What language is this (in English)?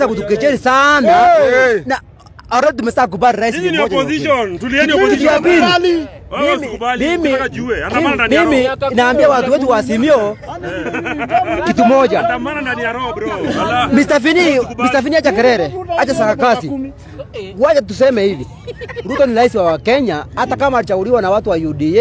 Swahili